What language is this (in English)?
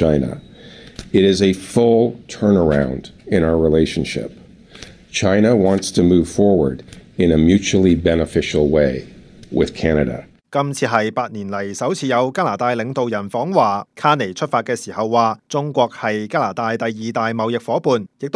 Cantonese